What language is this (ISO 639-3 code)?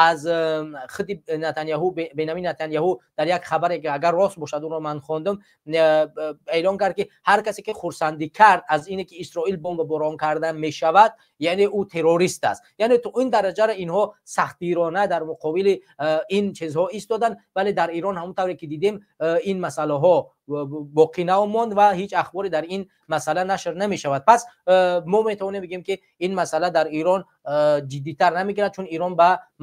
tgk